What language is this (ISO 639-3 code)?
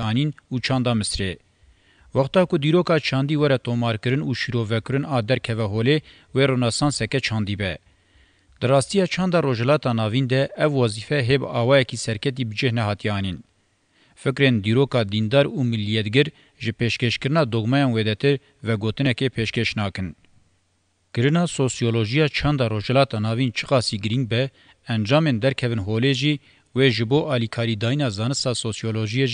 kur